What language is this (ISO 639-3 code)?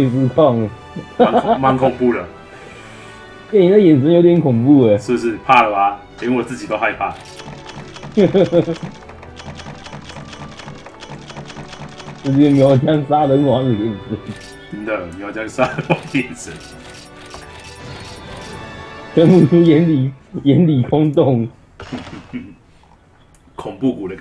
zho